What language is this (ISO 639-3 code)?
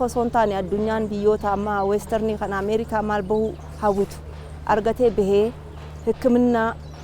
orm